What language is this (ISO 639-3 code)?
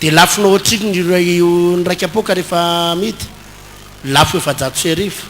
mlg